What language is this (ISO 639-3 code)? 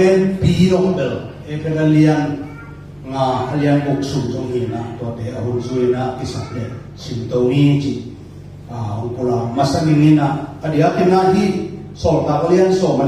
ctd